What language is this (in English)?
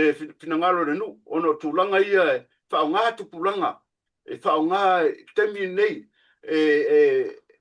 Samoan